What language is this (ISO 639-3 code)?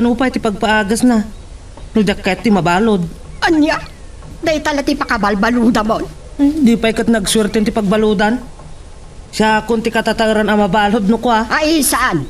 ilo